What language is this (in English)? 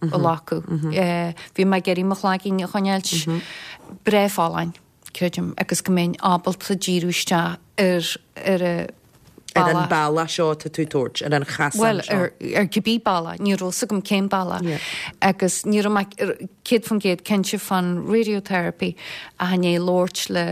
Irish